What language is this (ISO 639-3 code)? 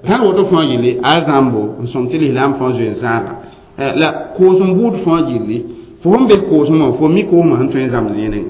mos